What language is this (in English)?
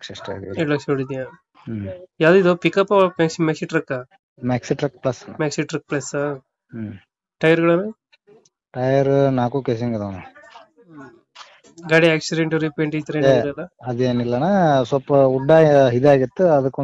Kannada